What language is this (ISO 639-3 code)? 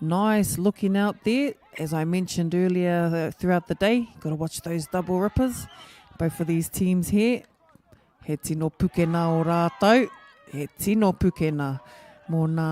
mri